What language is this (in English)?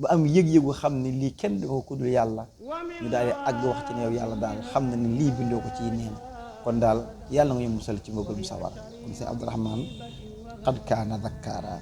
Wolof